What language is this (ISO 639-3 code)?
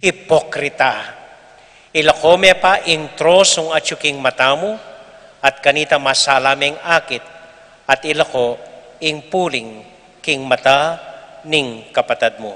pam